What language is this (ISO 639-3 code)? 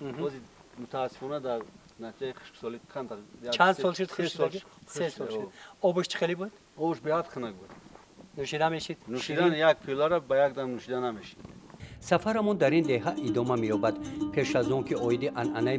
tgk